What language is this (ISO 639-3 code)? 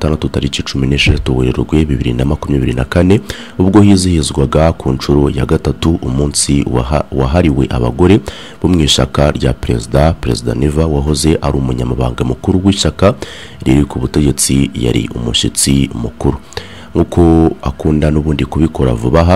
kin